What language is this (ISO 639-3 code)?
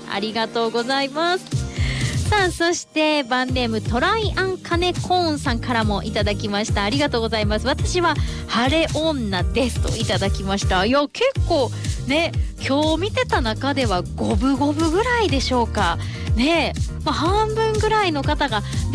jpn